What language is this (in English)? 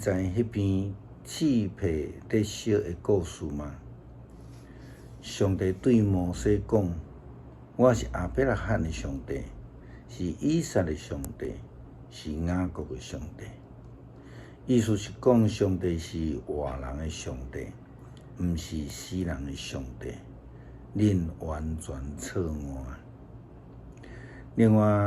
Min Nan Chinese